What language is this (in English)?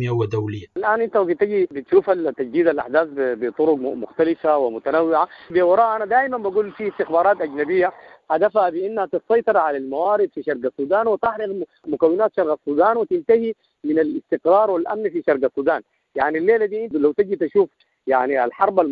Sudanese Arabic